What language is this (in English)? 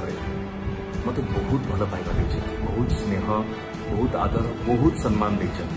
Odia